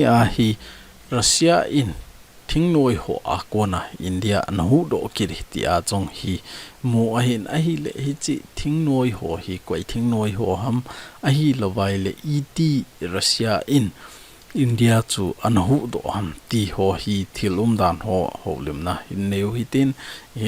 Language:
Thado Chin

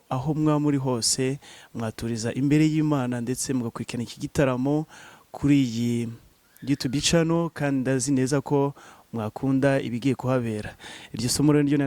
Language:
Kinyarwanda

